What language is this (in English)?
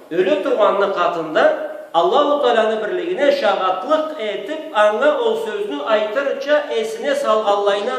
Karachay-Balkar